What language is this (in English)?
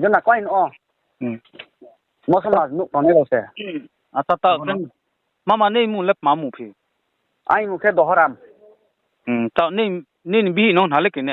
Riang (India)